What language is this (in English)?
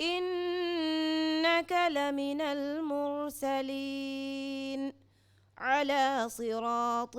Divehi